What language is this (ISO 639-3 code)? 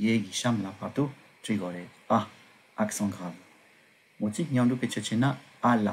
bod